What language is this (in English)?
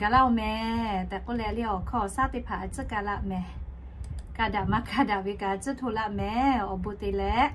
Lahu